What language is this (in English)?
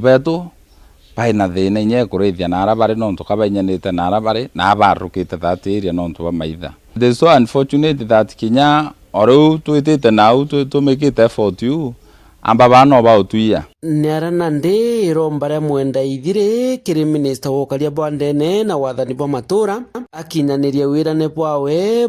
Meru